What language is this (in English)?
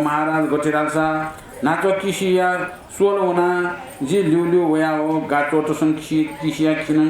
Newari